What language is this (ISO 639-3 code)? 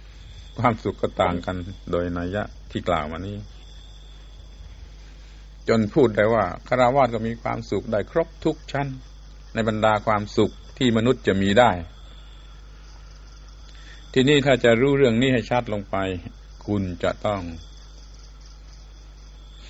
tha